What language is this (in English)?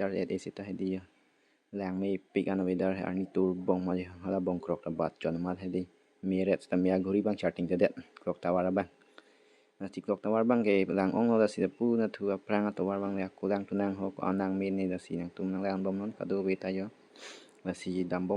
Karbi